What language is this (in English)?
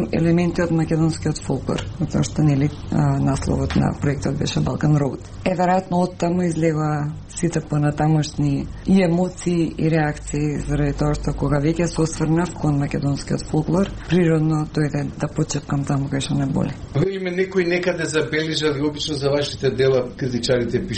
Macedonian